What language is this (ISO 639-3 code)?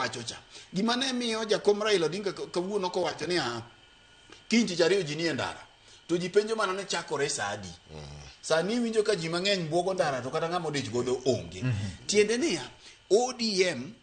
luo